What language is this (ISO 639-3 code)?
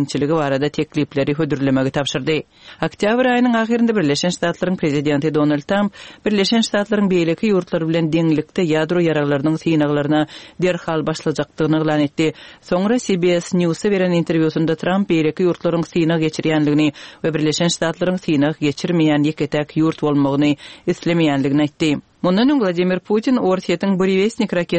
tuk